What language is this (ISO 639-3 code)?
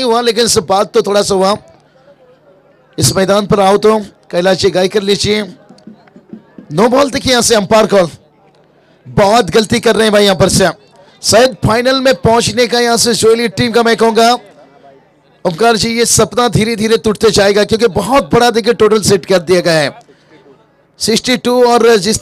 hin